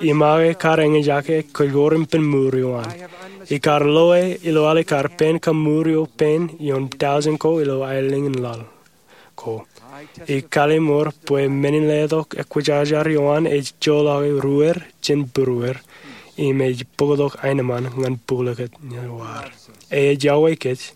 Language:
Marshallese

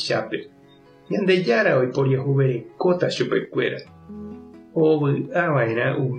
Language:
Guarani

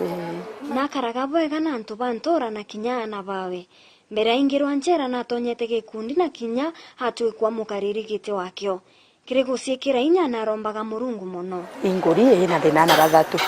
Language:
Meru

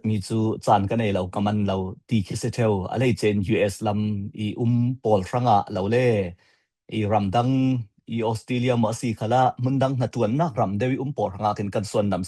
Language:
Falam Chin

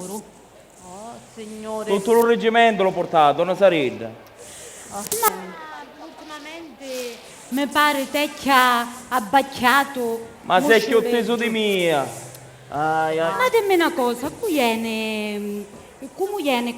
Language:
Sicilian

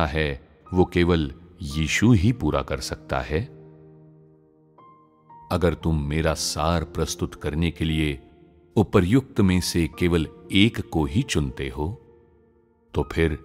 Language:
Hindi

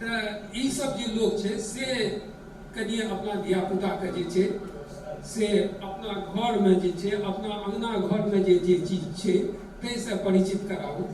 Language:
Maithili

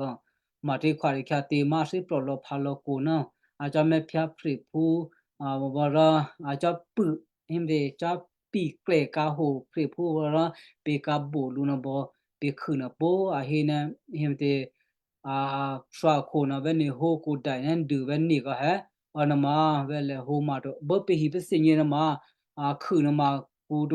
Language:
Western Kayah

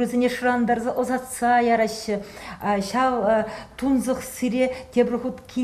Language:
Chuvash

